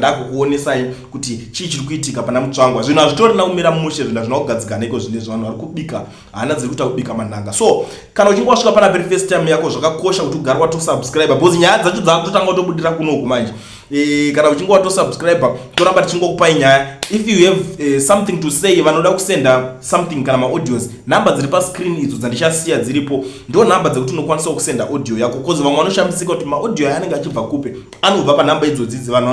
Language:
Shona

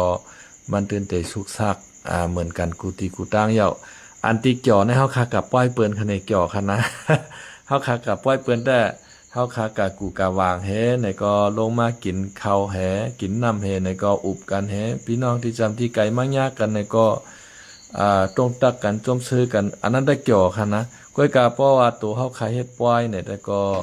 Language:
Shan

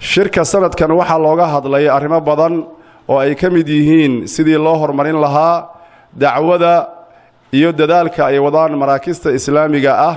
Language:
Somali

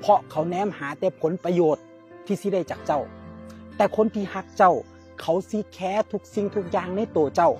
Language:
Northeastern Thai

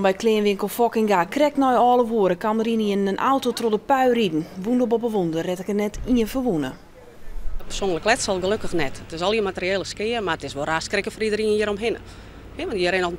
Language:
Western Frisian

